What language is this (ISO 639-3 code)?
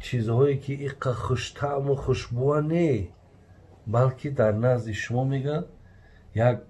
tgk